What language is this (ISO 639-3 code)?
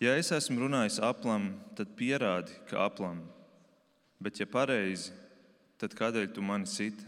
lav